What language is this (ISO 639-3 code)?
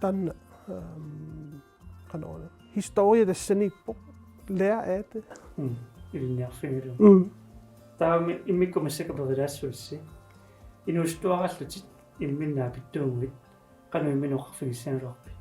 kal